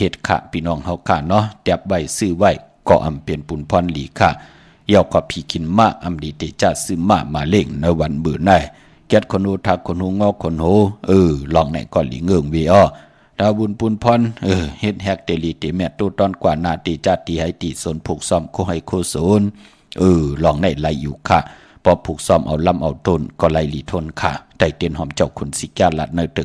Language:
Shan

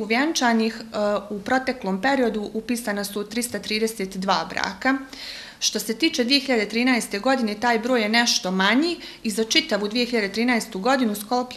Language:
Bosnian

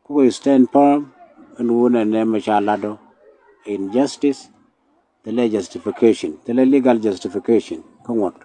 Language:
Nuer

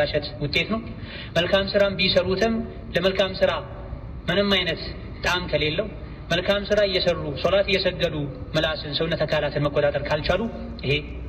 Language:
Amharic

